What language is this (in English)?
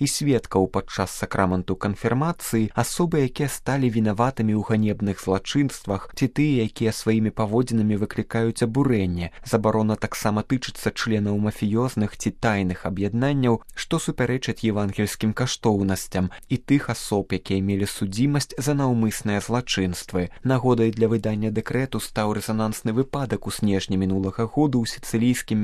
Belarusian